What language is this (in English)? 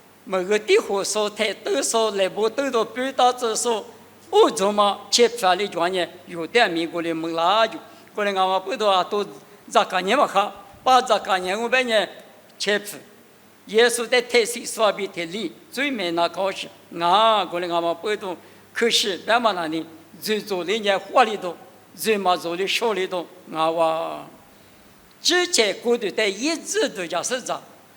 Lisu